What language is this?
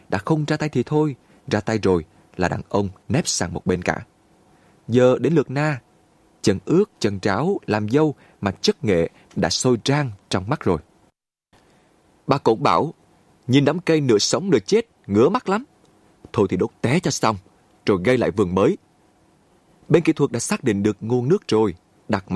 Vietnamese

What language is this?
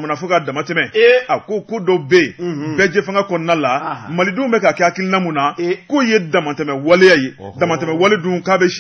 Bambara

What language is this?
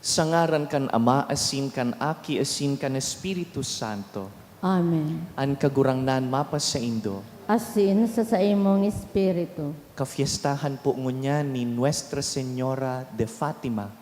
Bikol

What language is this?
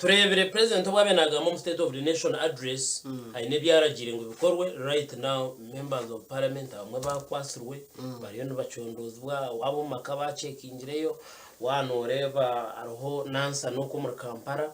Nyankole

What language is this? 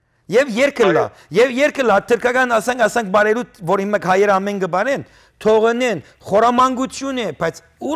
Western Armenian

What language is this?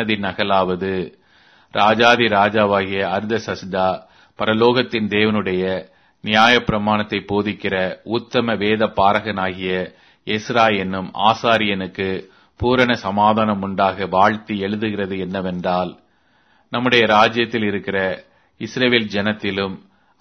Tamil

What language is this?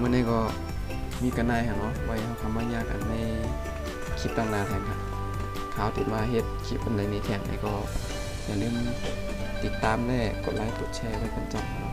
Shan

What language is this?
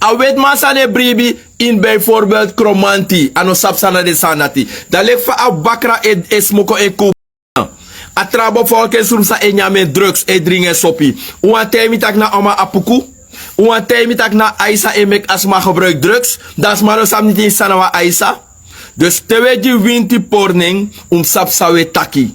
Sranan Tongo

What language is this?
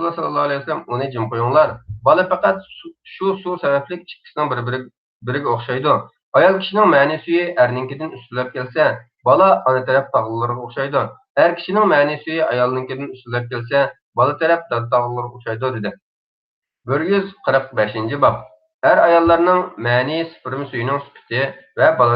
Uyghur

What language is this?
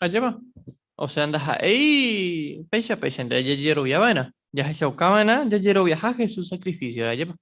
Guarani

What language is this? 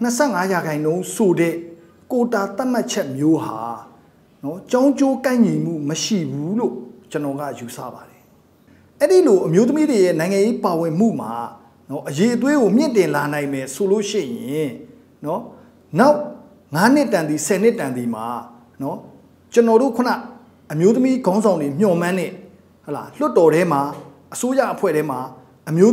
Burmese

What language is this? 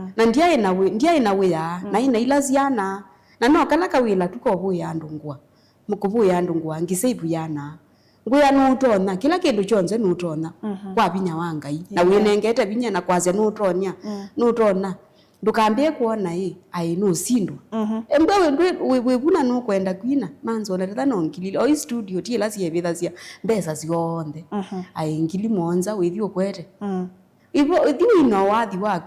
Kamba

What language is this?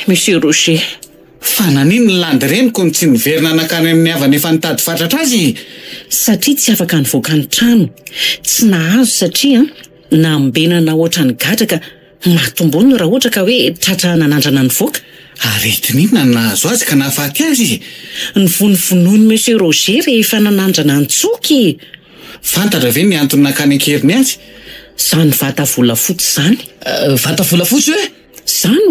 Malagasy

